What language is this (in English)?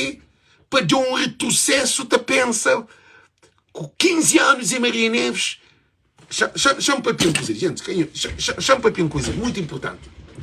Kabuverdianu